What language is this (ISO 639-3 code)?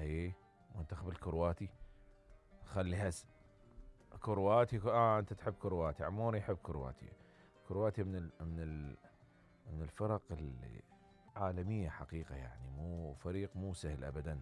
acm